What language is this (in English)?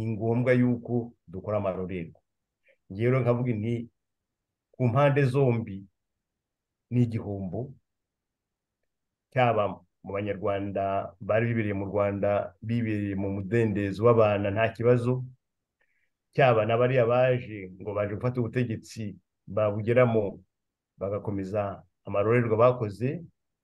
Kinyarwanda